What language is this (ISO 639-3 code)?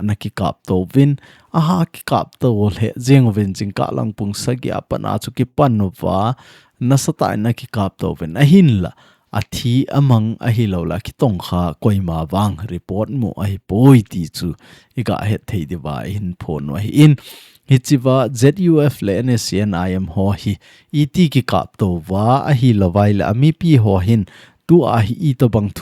tcz